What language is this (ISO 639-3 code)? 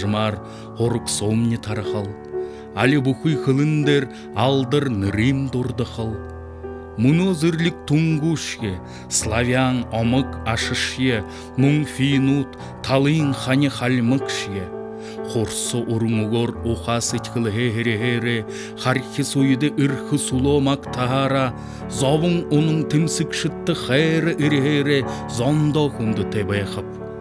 bua